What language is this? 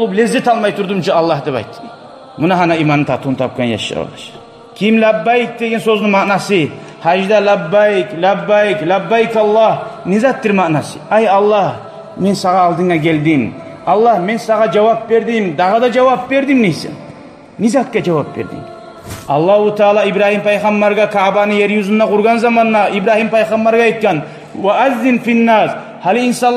Kumyk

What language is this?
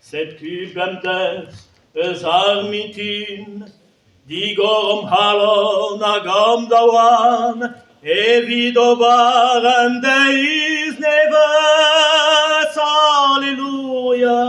Breton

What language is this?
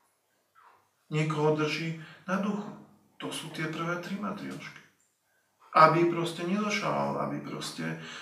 Slovak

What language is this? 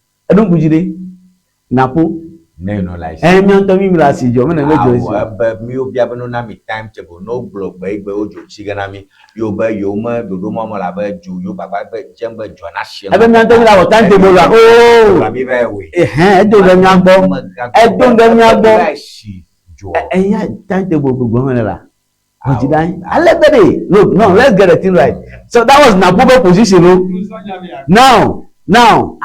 Ewe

